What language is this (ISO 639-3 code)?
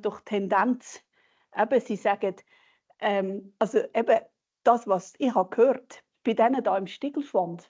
gsw